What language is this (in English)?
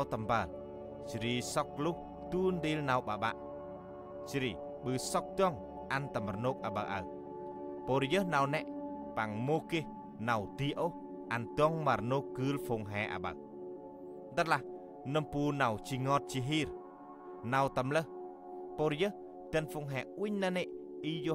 Central Mnong